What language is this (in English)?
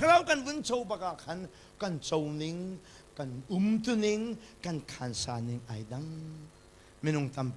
Hakha Chin